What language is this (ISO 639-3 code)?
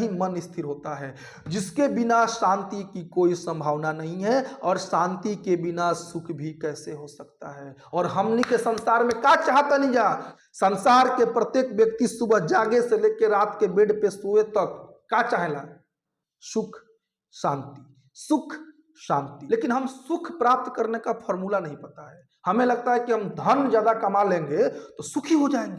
bho